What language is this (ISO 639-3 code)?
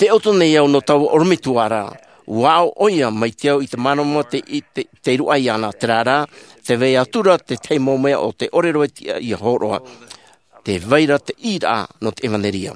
tah